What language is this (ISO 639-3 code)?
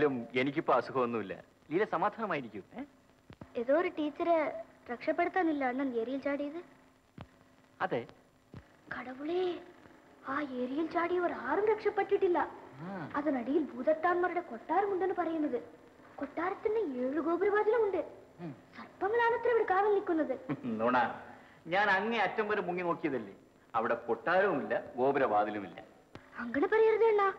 mal